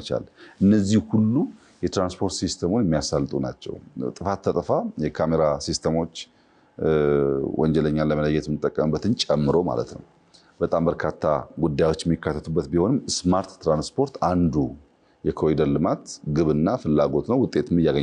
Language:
Amharic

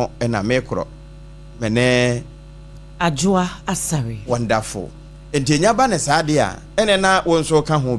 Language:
Akan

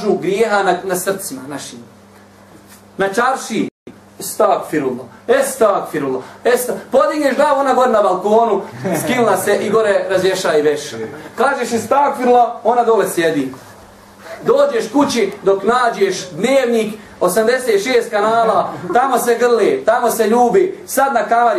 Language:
Bosnian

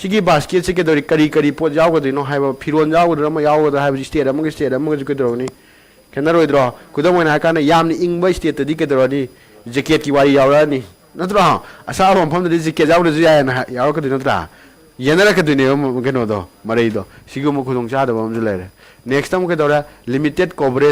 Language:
Manipuri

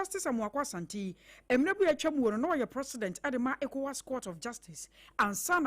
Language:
Akan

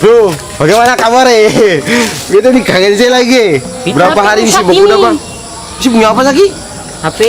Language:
Ambonese Malay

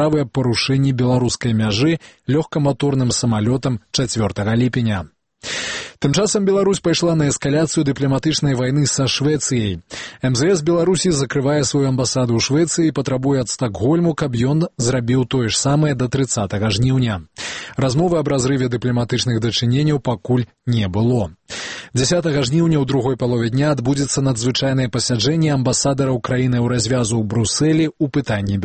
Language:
Belarusian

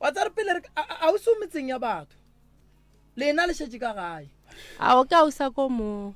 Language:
Northern Sotho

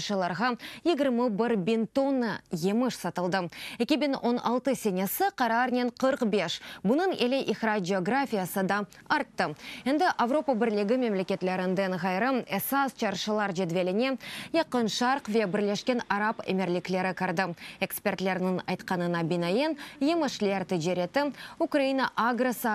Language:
Crimean Tatar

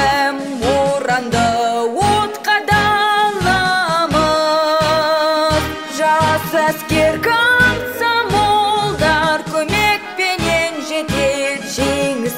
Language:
Kazakh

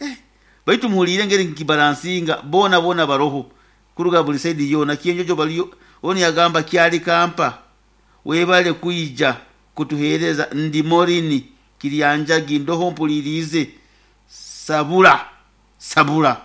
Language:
Nyoro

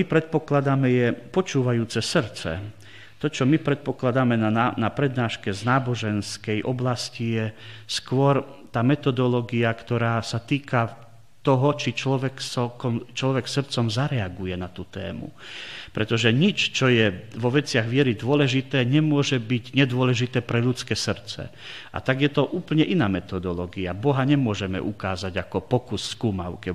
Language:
Slovak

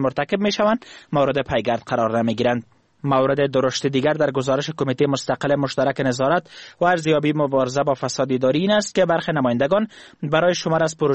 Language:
Persian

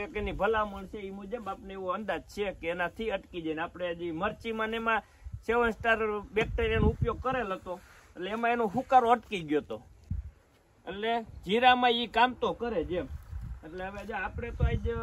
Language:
Gujarati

